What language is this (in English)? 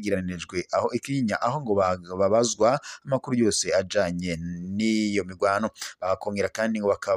Rundi